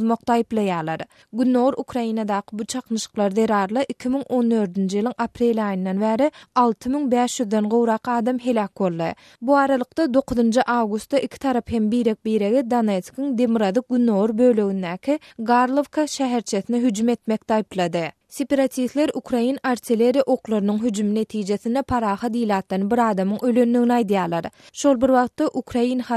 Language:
Turkmen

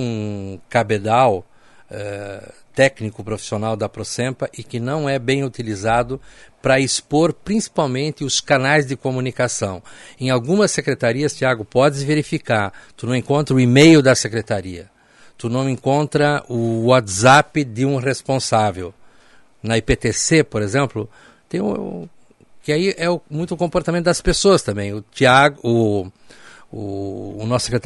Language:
Portuguese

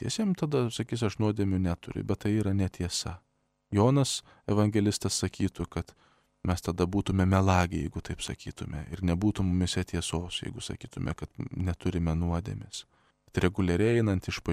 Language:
Lithuanian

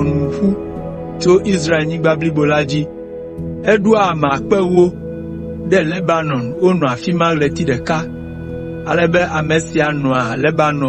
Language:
Ewe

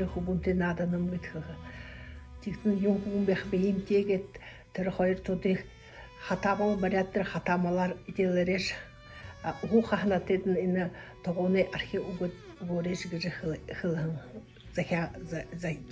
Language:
Buriat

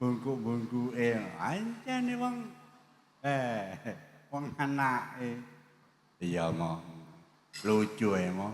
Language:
Javanese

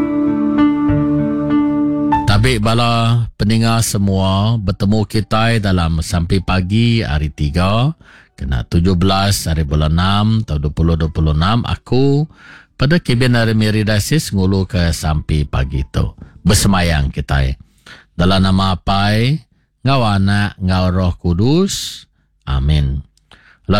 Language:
Iban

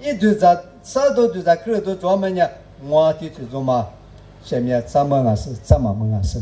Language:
Lisu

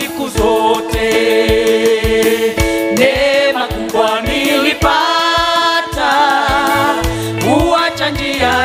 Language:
Swahili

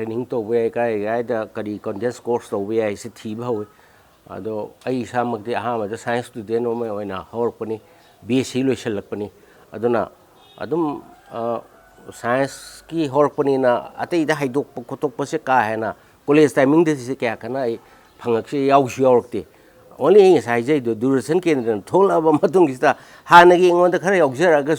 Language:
Manipuri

